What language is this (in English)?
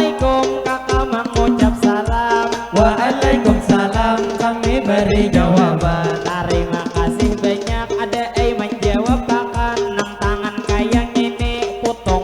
Banjar